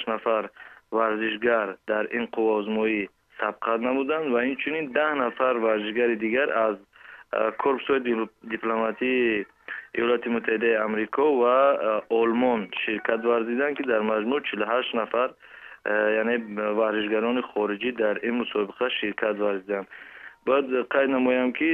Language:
Tajik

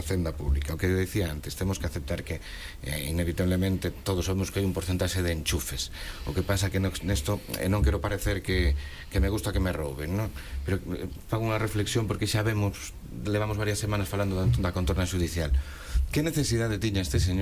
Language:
Galician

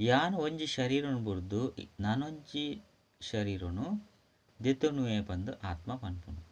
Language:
Tulu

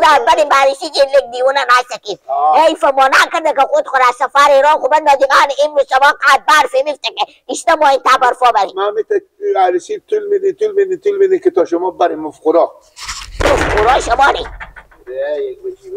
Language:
Persian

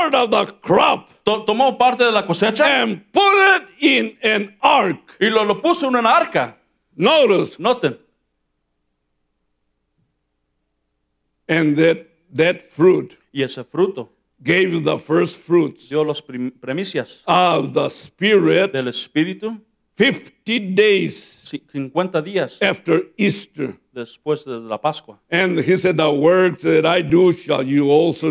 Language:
English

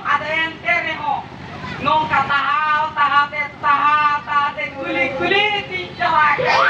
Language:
Santali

